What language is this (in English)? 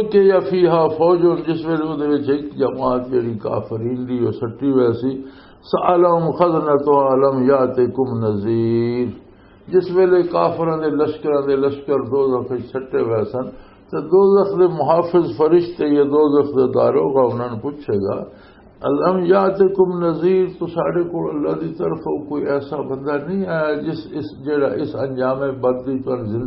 Western Panjabi